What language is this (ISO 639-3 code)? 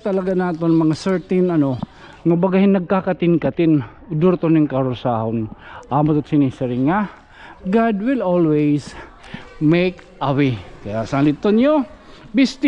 war